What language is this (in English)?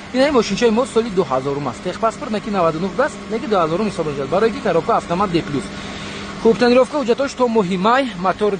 Tajik